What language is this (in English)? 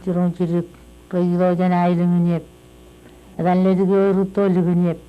Marshallese